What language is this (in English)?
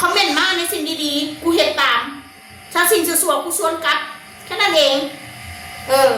Northeastern Thai